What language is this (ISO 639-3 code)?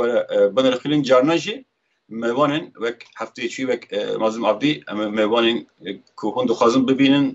kur